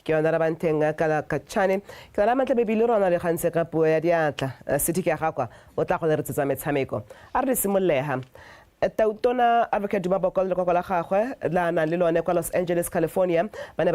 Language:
Tswana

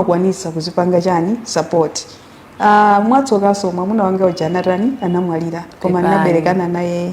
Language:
Nyanja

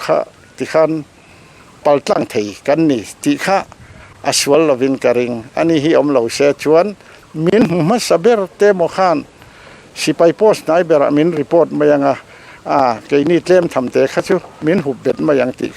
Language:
Mizo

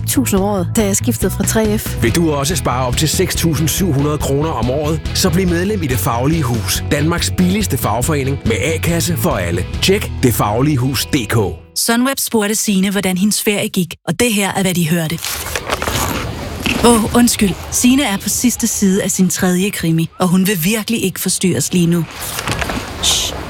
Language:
Danish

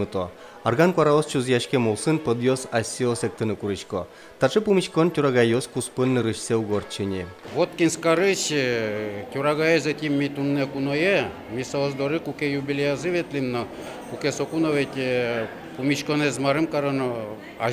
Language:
Udmurt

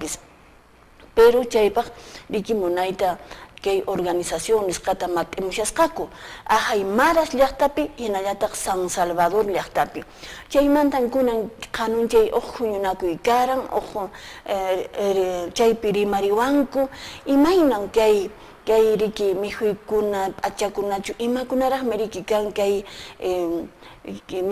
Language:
Quechua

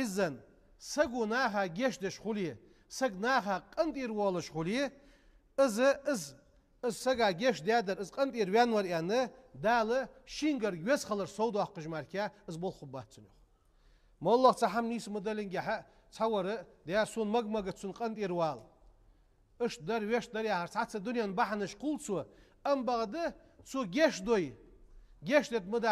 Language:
Ingush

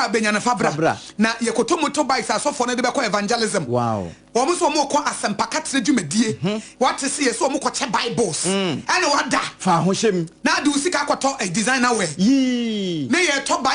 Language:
Akan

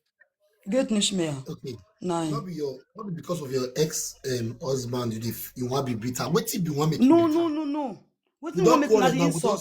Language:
Nigerian Pidgin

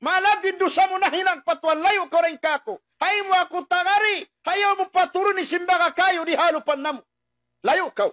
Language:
Tausug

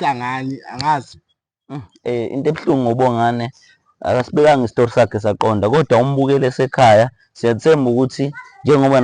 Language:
Zulu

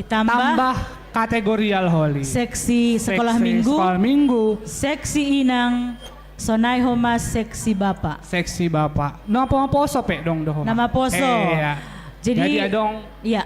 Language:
Batak Simalungun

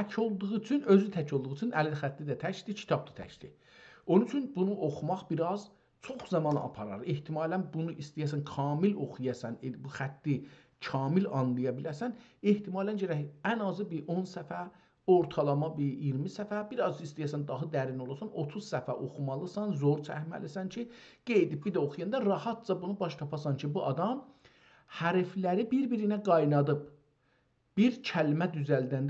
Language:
South Azerbaijani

